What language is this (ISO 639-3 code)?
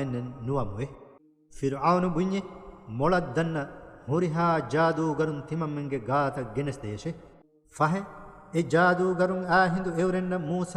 div